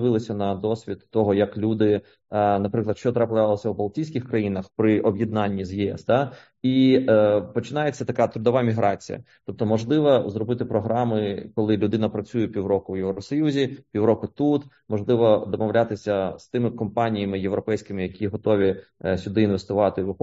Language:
Ukrainian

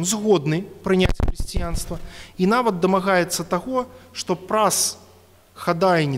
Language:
Belarusian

